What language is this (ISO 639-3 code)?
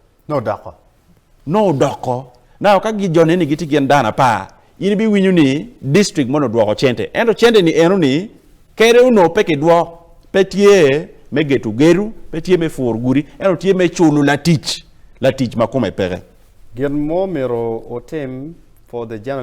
ach